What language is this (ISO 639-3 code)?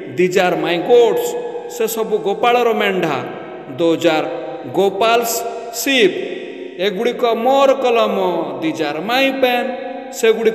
ori